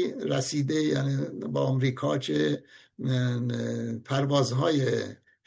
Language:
Persian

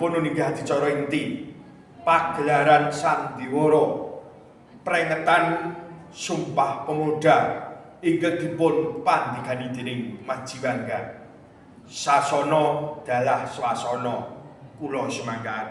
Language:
Javanese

